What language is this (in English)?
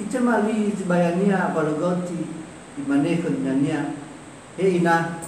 Nias